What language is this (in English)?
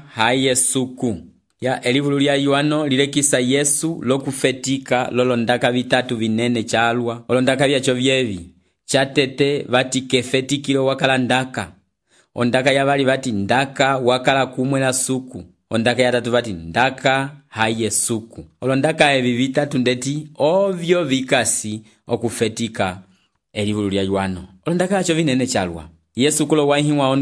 Umbundu